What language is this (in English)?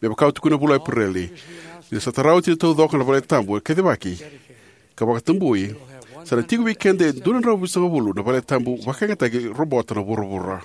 Fijian